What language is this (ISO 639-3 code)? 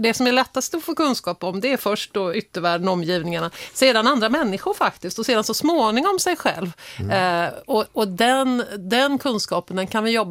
swe